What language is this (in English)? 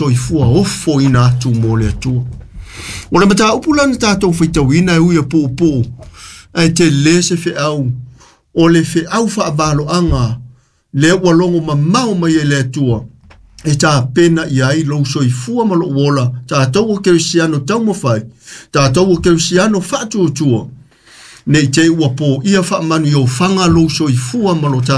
Samoan